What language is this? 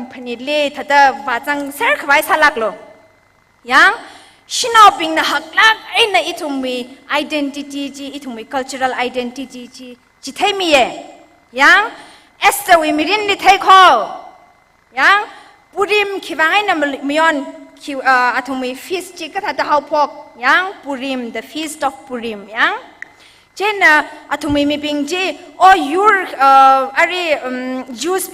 Tangkhul Naga (India)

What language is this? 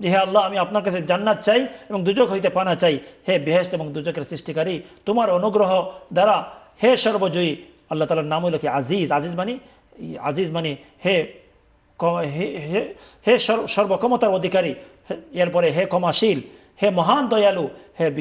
Bangla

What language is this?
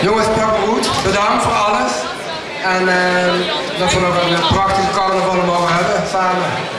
Limburgish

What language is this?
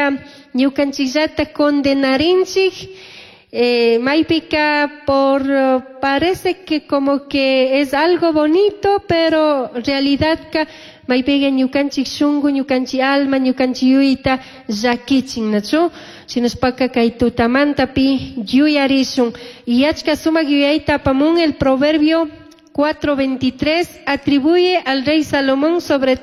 Chimborazo Highland Quichua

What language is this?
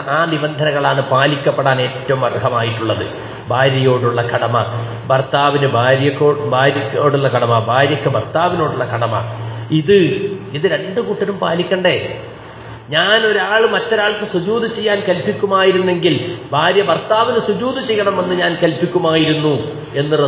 Malayalam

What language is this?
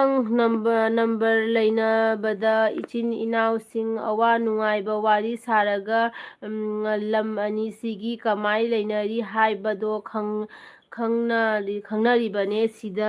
Manipuri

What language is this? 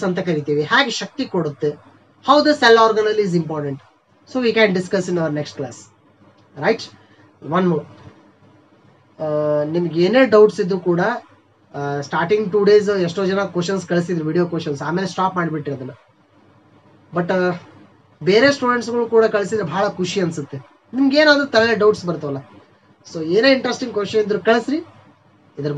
Kannada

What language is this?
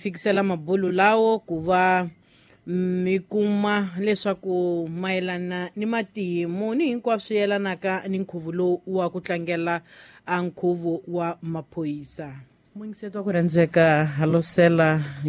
Tsonga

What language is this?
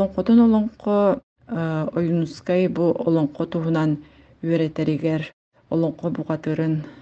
Yakut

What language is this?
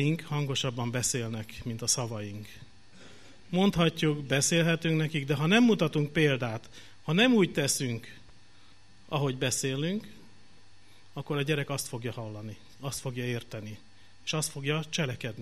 Hungarian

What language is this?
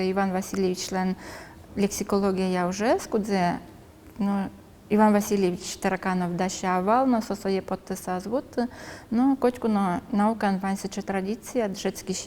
Udmurt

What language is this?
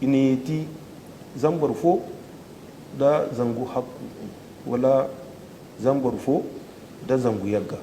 Zarma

